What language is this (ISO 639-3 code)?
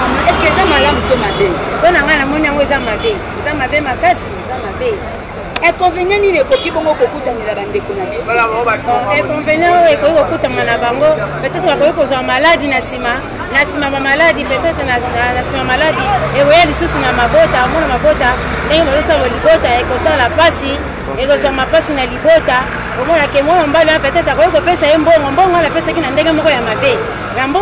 lin